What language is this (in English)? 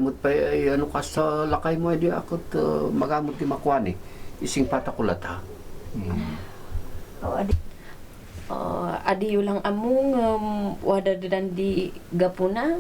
Kankanaey